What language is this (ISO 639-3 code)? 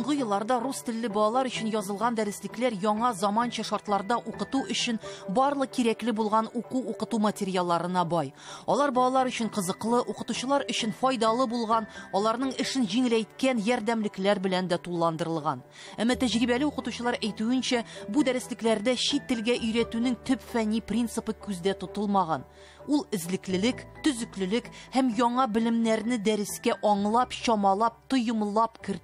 tat